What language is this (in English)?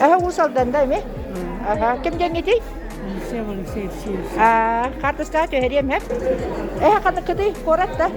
Yakut